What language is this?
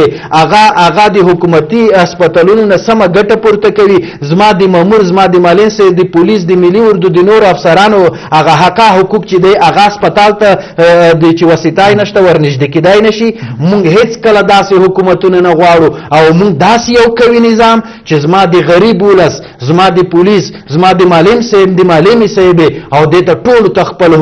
Pashto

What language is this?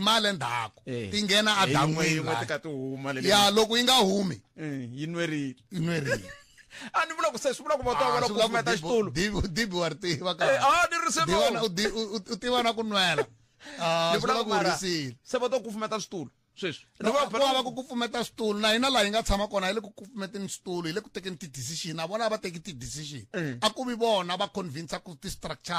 Tsonga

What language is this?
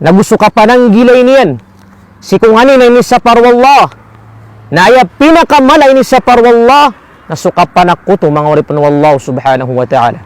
Maranao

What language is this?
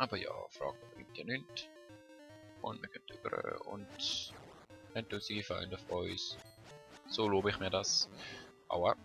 Swiss German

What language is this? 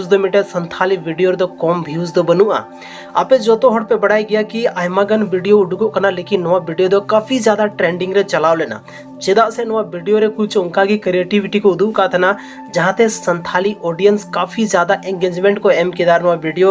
Santali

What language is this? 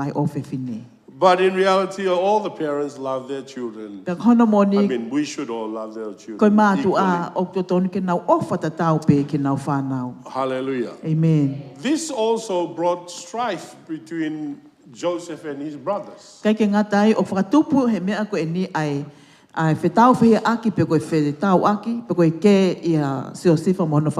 Tongan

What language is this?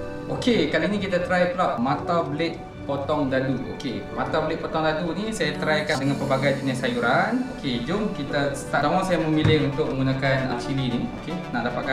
Malay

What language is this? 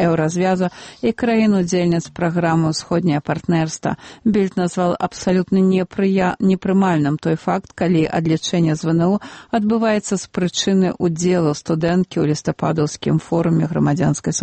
Belarusian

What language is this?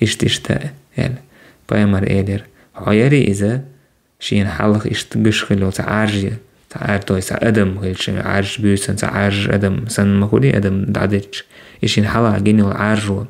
Chechen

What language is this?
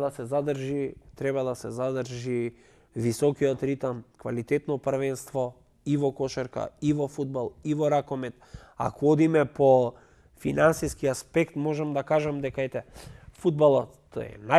Macedonian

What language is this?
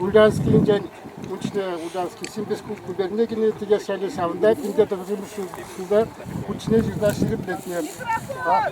Chuvash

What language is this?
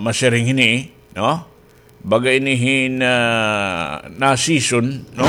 Waray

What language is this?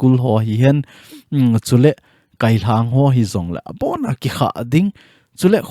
Thado Chin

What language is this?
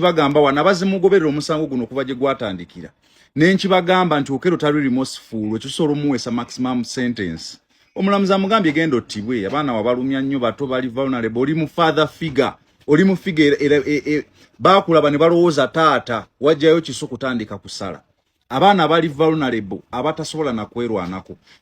Ganda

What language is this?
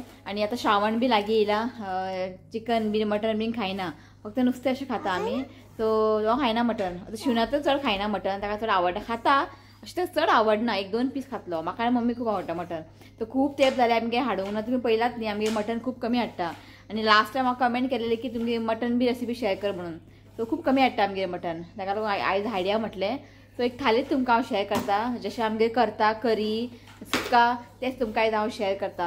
Konkani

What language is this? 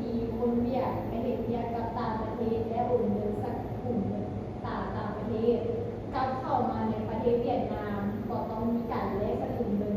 Lao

